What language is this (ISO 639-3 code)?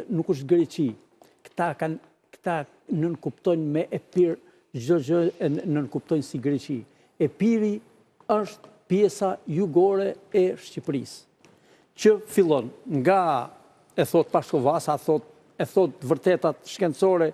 sqi